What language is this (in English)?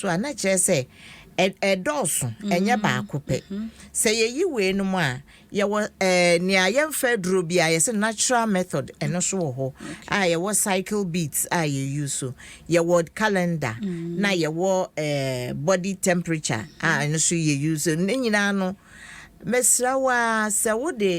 Akan